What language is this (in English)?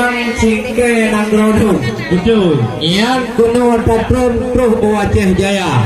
Achinese